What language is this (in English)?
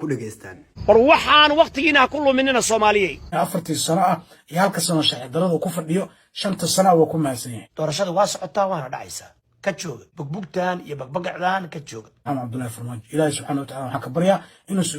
Somali